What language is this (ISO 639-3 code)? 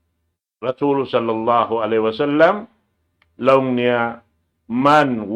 tsg